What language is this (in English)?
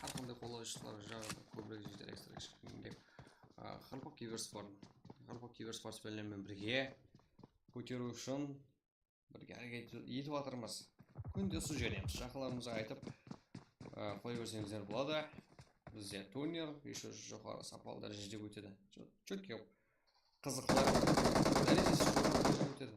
Kara-Kalpak